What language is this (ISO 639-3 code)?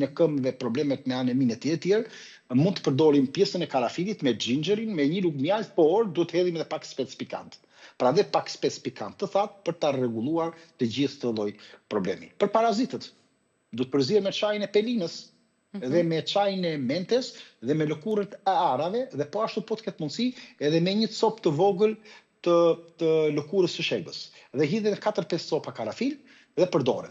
sqi